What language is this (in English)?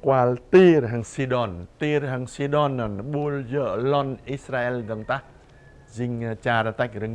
Jarai